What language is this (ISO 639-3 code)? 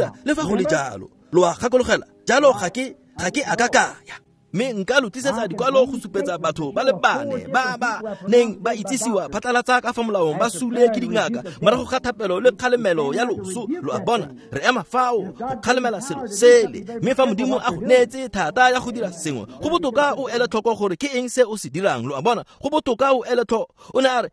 tsn